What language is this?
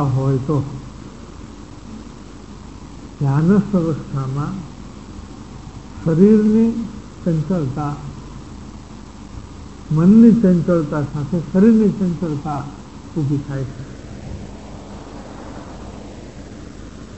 Gujarati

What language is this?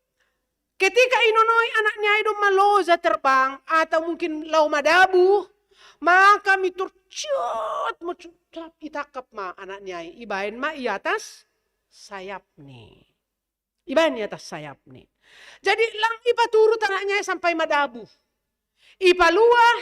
Batak Simalungun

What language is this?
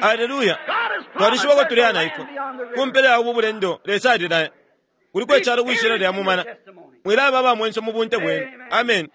Bemba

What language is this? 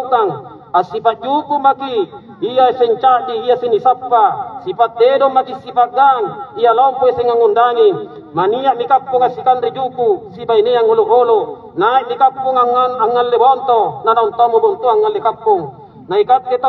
Makasar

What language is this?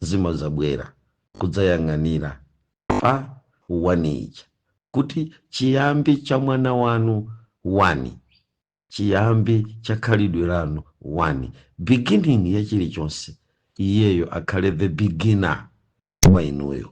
Nyanja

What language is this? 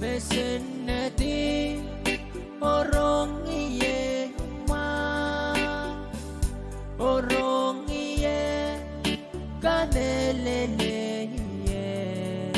Pohnpeian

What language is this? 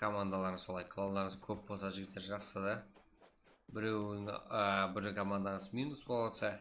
Kara-Kalpak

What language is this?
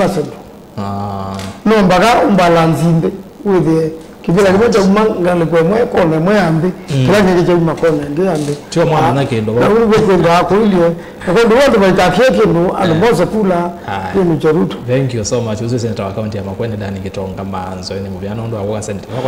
Kamba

